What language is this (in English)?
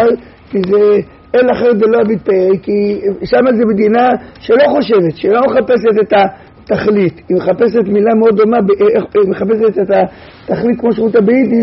Hebrew